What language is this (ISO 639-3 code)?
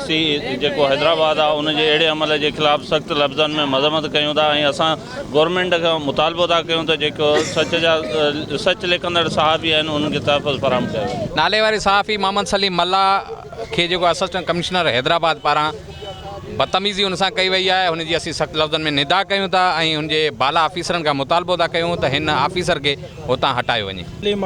snd